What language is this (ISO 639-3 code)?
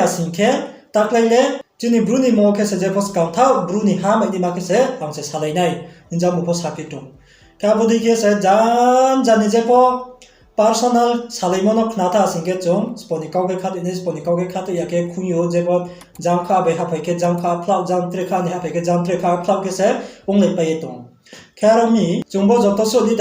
ria